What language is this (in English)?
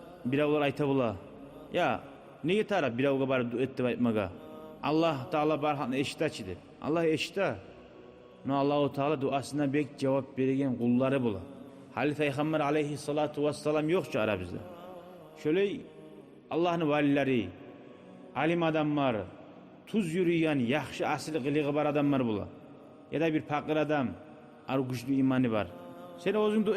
Kumyk